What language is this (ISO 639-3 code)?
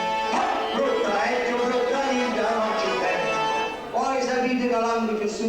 scn